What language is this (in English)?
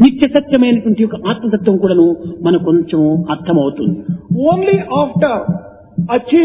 Telugu